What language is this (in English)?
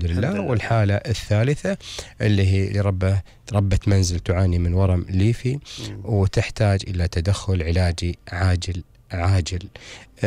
Gulf Arabic